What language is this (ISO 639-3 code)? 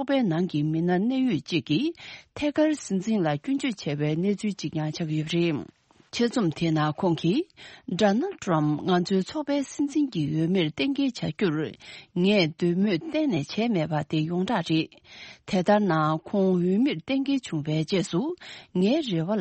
bod